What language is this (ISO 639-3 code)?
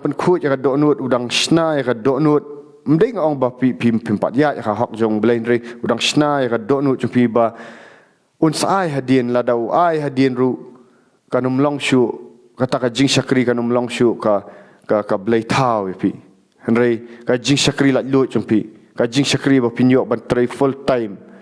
kha